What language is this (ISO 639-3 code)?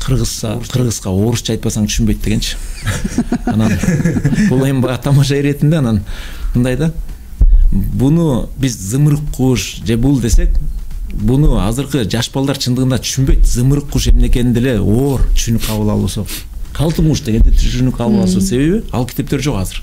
kir